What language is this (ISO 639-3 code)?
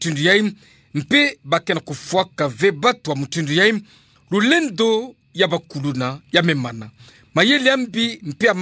ktu